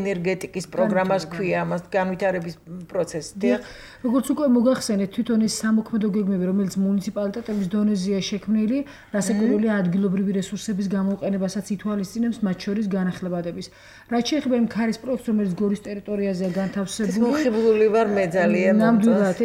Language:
Georgian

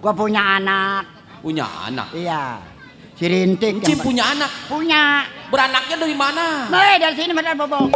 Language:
Betawi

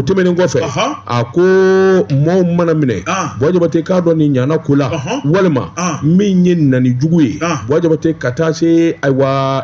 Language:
Bambara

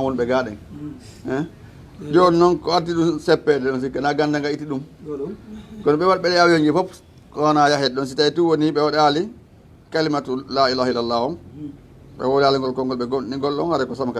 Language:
Fula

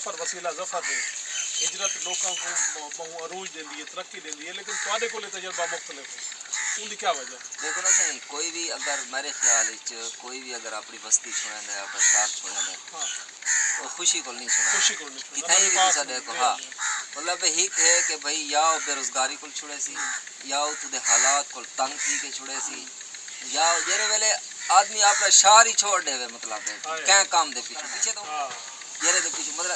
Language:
Saraiki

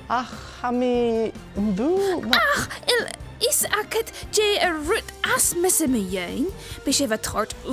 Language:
Scottish Gaelic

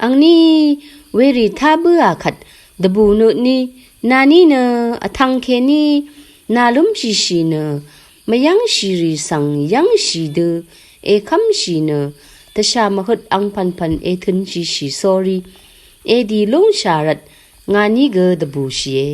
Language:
Rawang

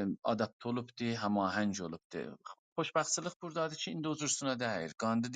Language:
South Azerbaijani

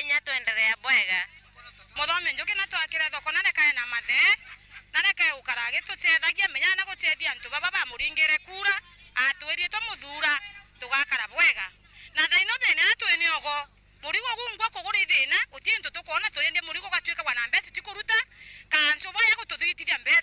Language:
Meru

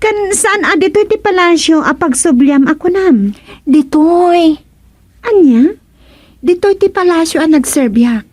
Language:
Iloko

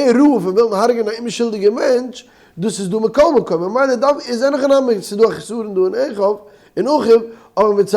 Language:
Yiddish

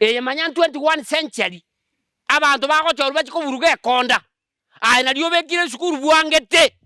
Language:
Gusii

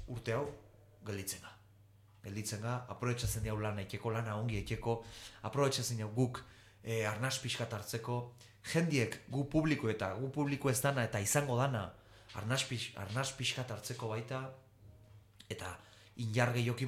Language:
Basque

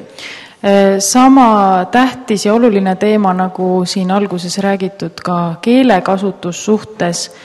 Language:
Estonian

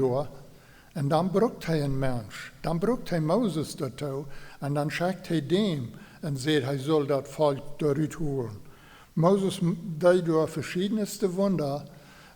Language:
Plautdietsch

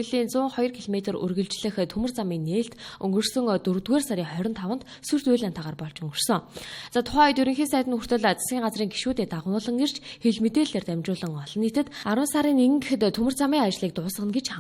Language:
Mongolian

